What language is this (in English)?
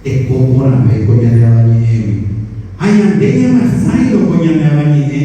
Guarani